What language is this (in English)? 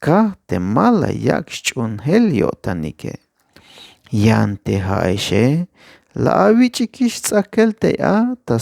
Tzeltal